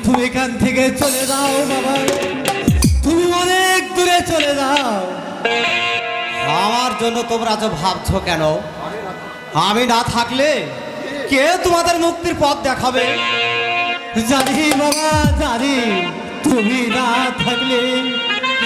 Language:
Bangla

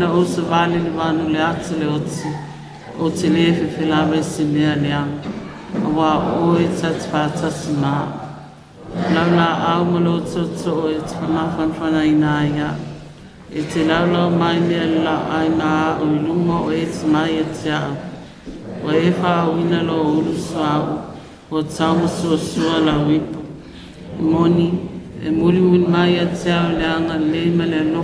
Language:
Samoan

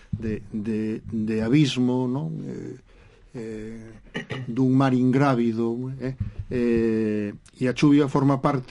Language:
Galician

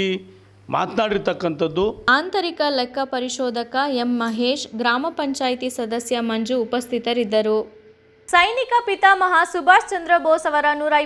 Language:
Kannada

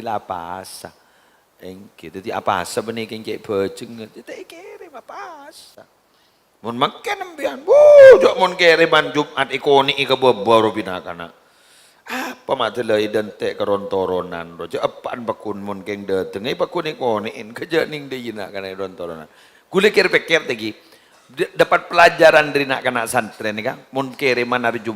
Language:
Madurese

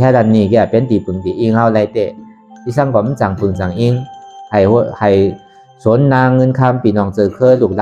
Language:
Shan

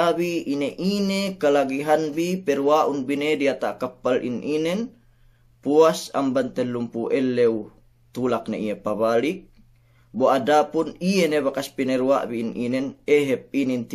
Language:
Yakan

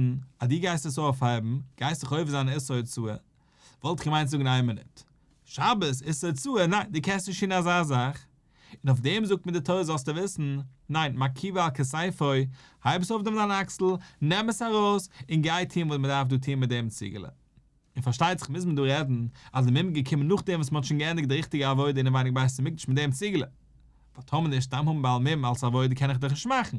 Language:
Yiddish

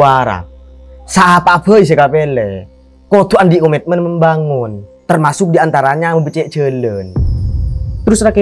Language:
Madurese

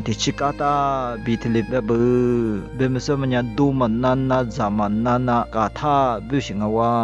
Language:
Lisu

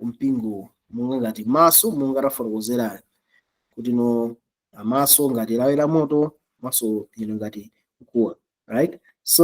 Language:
Nyanja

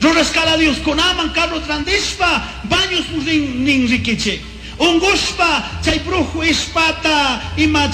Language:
Chimborazo Highland Quichua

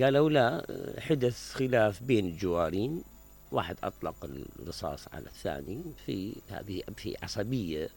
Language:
Mesopotamian Arabic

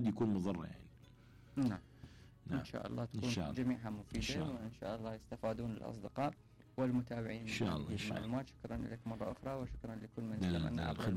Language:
Mesopotamian Arabic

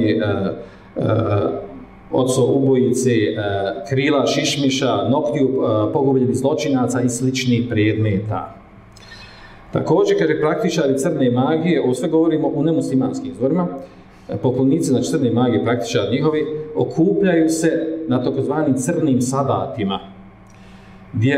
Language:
Bosnian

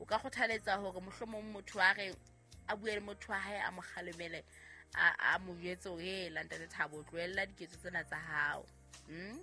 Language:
Southern Sotho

